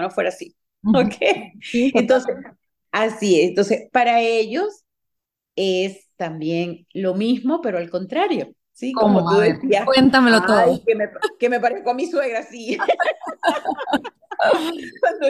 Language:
Spanish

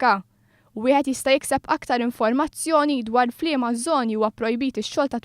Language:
Maltese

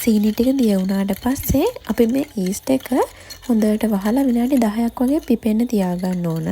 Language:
Sinhala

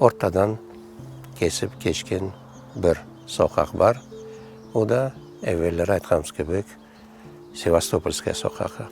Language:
Crimean Tatar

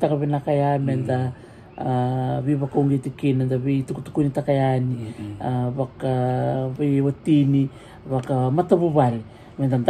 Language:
Fijian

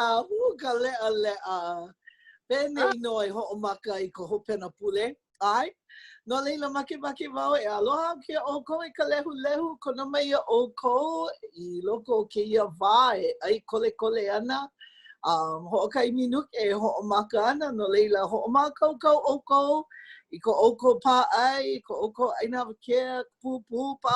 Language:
Hawaiian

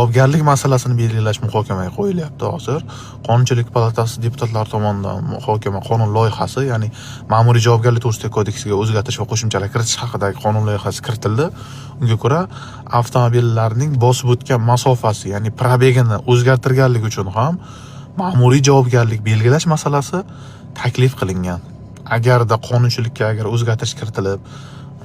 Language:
Uzbek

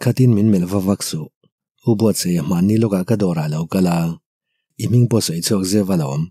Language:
Mizo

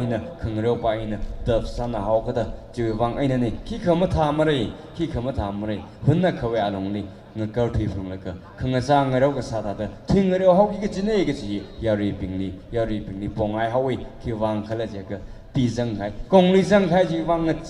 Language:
Tangkhul Naga (India)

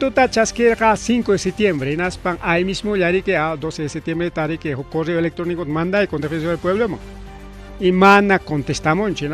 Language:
Ayacucho Quechua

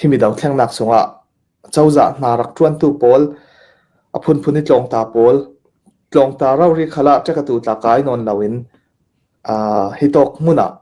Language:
Falam Chin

